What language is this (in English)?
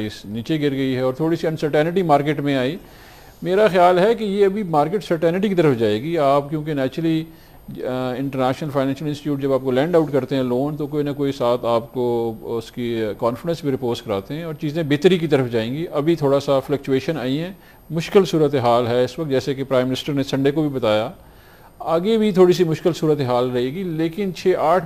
Urdu